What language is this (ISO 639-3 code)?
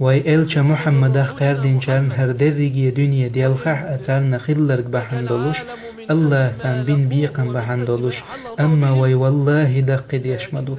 che